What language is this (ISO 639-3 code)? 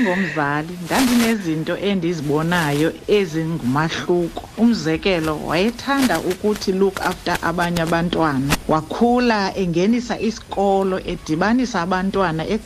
xho